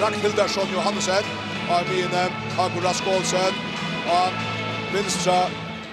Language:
Faroese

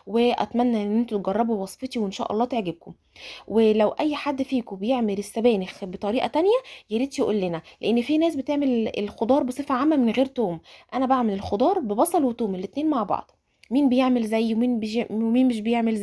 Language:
Egyptian Arabic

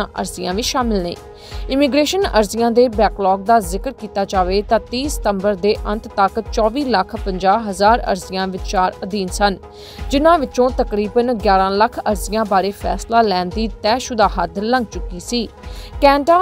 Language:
Punjabi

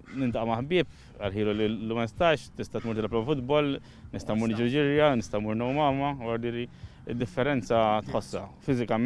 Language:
Maltese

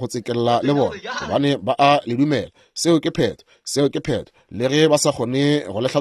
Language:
Northern Sotho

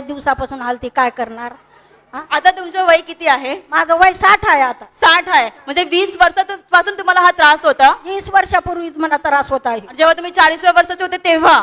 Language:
Marathi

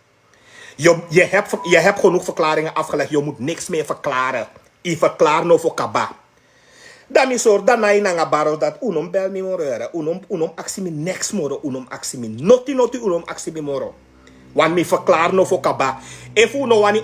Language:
Sranan Tongo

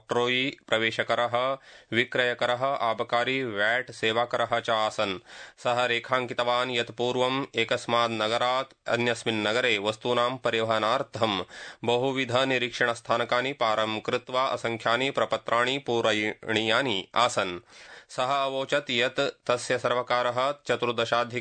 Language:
Sanskrit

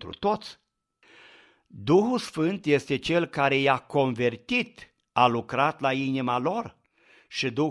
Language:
Romanian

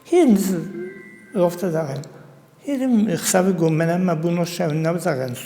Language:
Ossetic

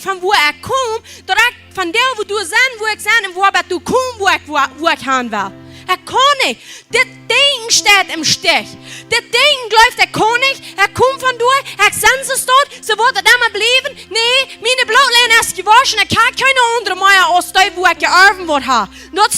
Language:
Plautdietsch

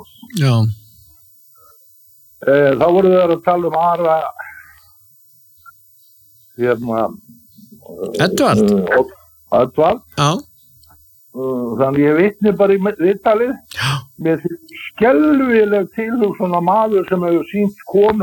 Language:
Icelandic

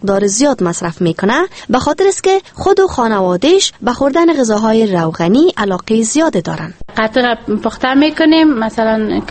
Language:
Persian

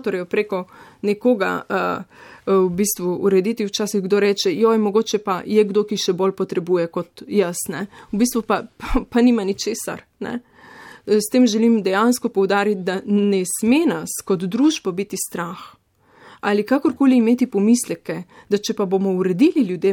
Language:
Slovenian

